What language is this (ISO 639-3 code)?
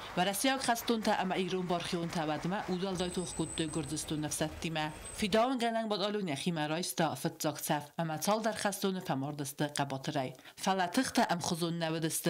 oss